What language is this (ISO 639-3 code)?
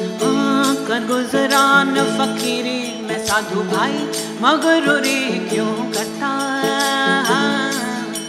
hin